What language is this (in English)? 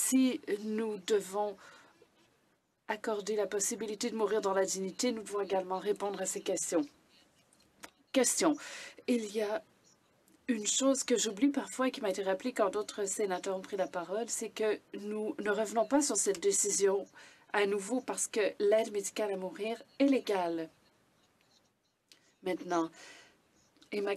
French